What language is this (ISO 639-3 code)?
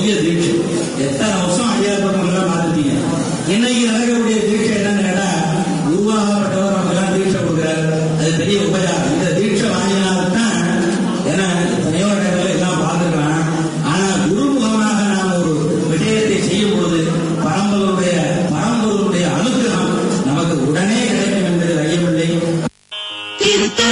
tam